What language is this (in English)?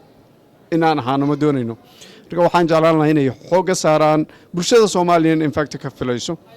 Somali